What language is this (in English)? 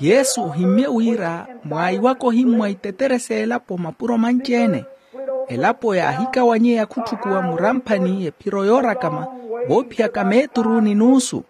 Makhuwa